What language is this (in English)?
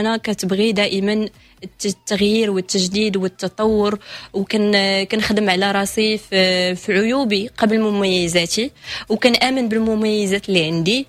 Moroccan Arabic